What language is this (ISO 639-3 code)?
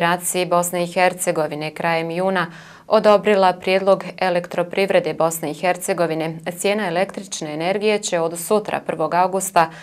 bos